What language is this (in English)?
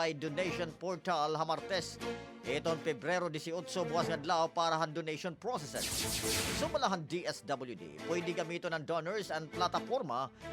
Waray